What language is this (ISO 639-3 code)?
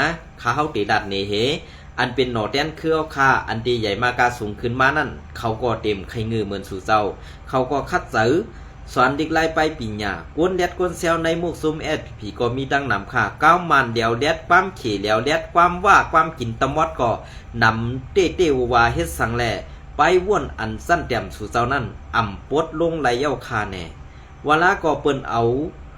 shn